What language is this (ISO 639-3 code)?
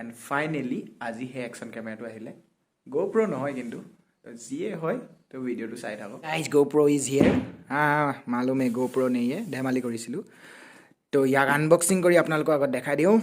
asm